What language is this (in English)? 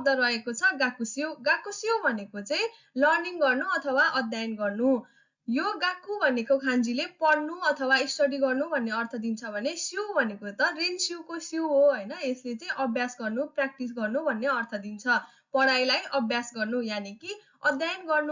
Nepali